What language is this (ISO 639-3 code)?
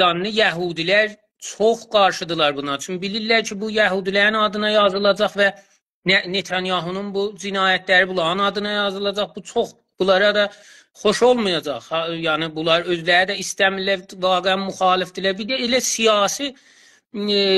azb